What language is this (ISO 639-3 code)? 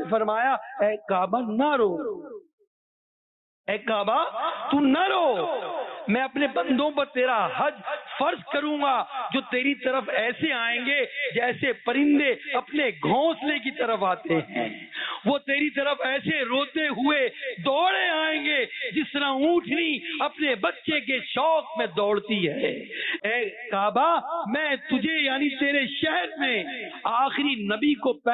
urd